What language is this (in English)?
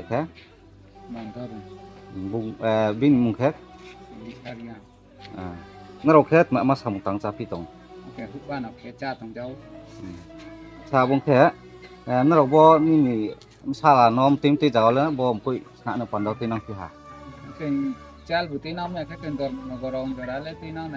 Riang (India)